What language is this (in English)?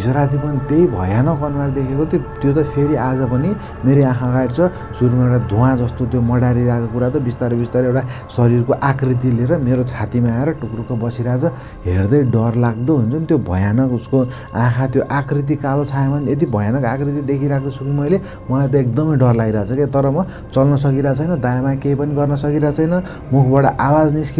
Nepali